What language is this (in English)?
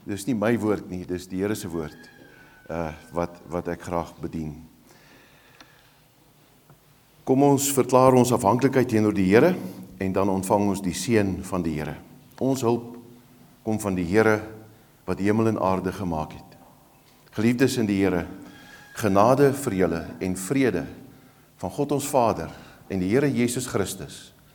Afrikaans